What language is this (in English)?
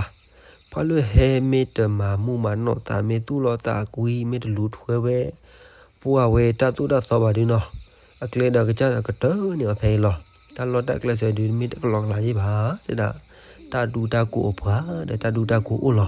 S'gaw Karen